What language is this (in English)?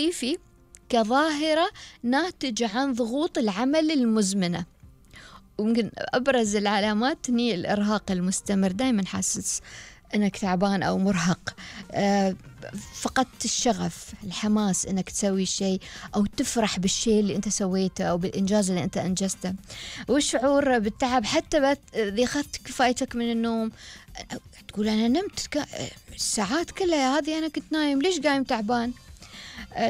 Gulf Arabic